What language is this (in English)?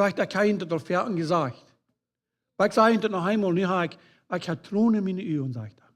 Plautdietsch